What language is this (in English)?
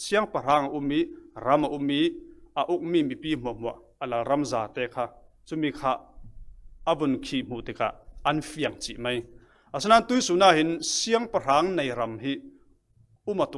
Falam Chin